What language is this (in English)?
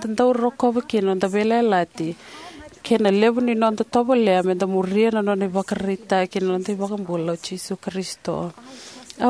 Fijian